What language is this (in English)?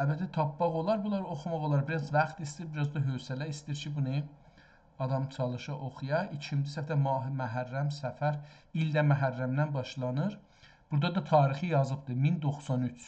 South Azerbaijani